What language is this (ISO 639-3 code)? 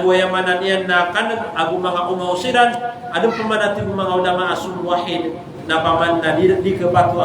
mrw